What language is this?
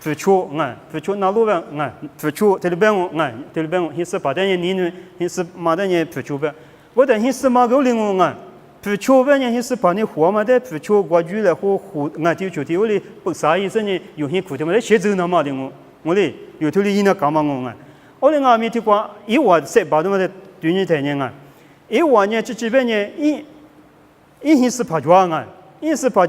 Lisu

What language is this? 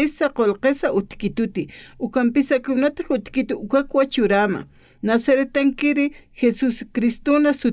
Aymara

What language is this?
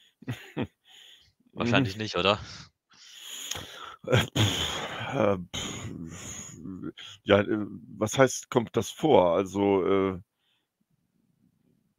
German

